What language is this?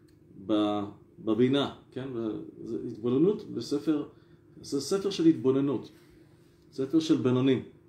Hebrew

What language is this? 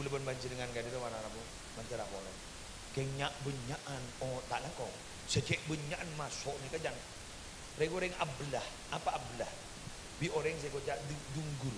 Madurese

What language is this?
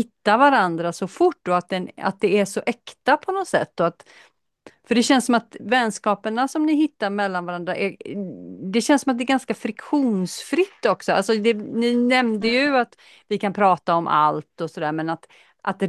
Swedish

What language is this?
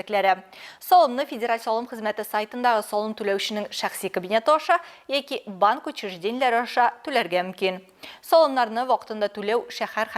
Tatar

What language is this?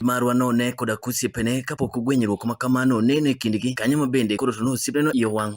Luo (Kenya and Tanzania)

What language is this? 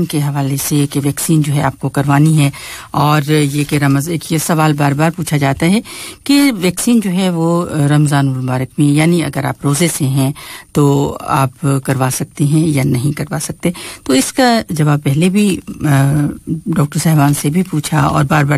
Urdu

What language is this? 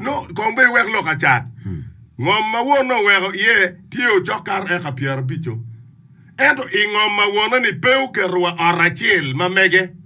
Acoli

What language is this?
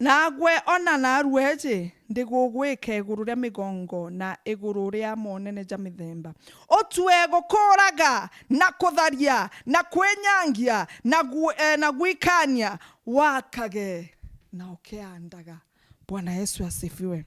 Meru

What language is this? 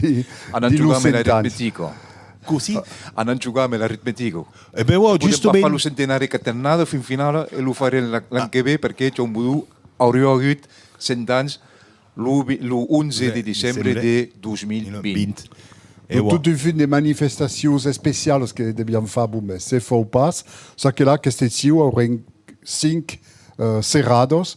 Occitan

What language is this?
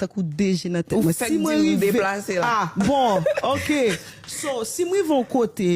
Haitian Creole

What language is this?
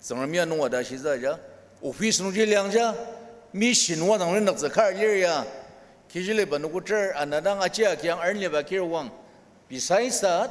Ao Naga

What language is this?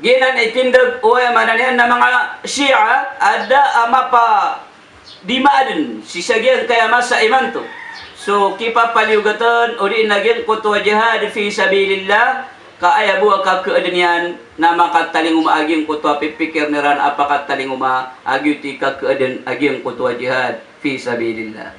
Maranao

